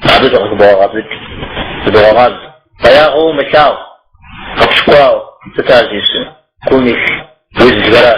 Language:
Kabardian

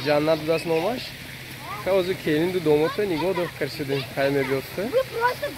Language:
Tajik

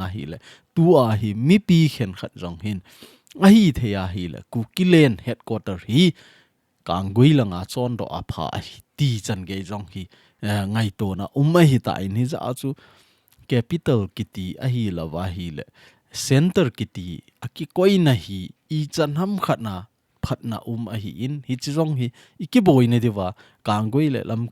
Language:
Thado Chin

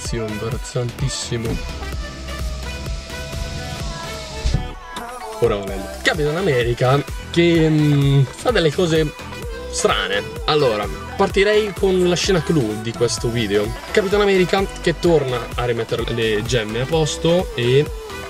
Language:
Italian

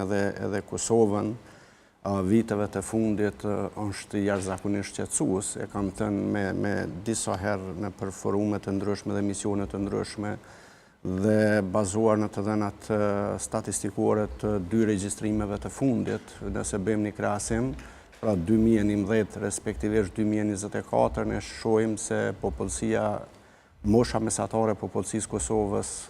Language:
Albanian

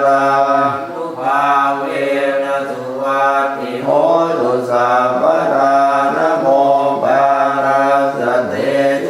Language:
Pali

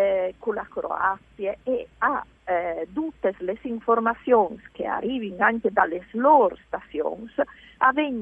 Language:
Friulian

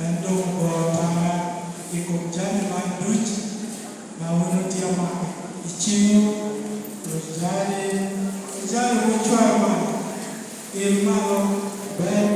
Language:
Lango (Uganda)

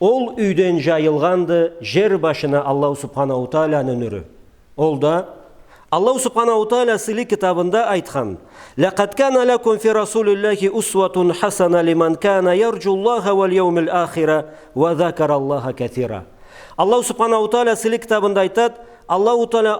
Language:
Karachay-Balkar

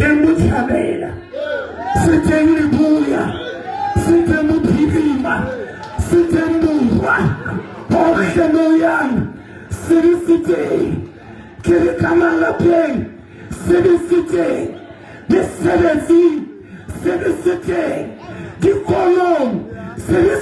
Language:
Southern Sotho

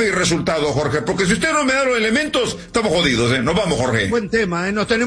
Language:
Spanish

